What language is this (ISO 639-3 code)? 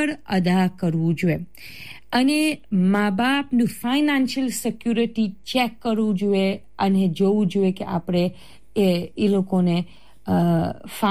guj